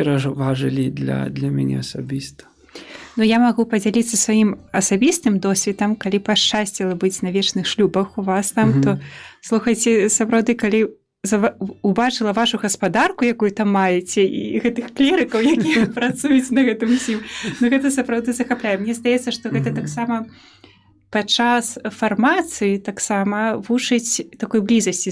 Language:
Belarusian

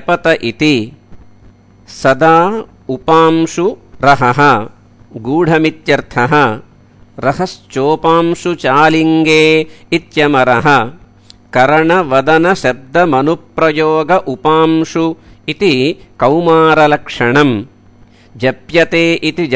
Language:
Sanskrit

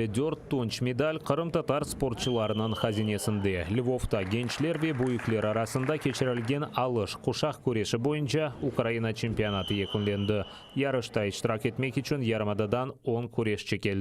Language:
Crimean Tatar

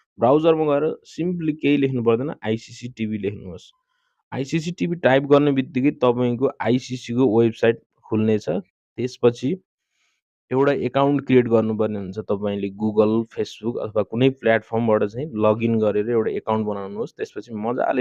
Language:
Nepali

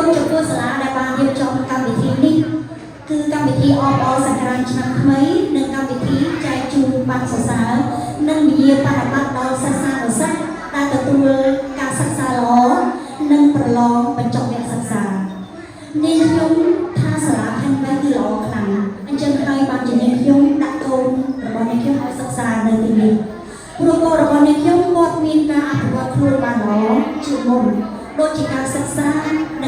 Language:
Khmer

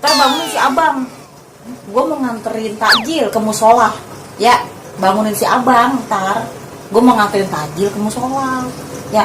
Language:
Betawi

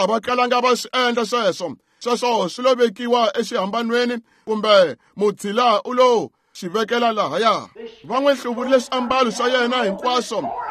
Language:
Tsonga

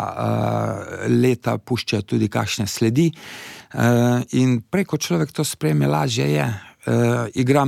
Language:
Slovenian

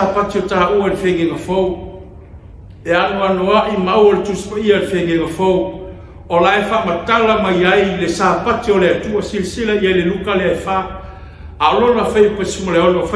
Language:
Samoan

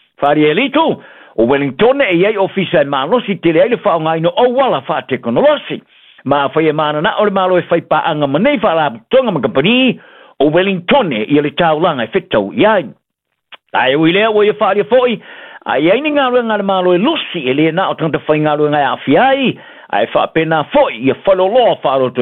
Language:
Samoan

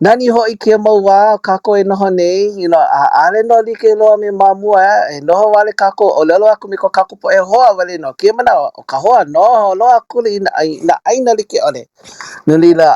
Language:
Hawaiian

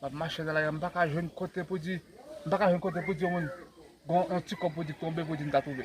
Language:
Haitian Creole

